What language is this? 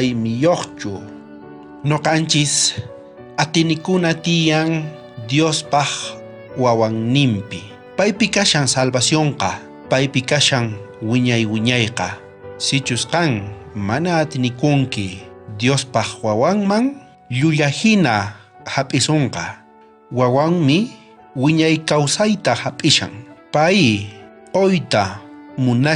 South Bolivian Quechua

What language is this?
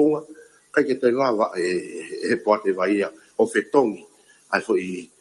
Tongan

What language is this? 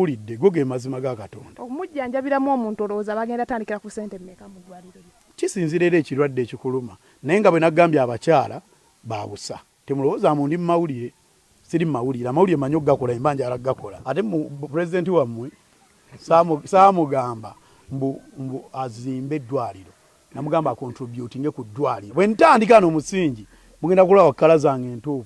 Ganda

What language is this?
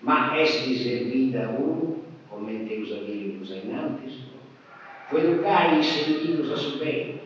Sardinian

